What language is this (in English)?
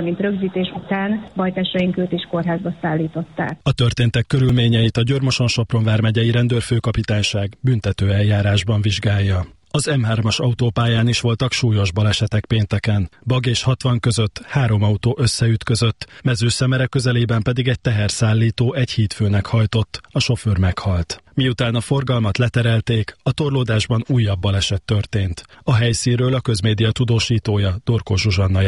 Hungarian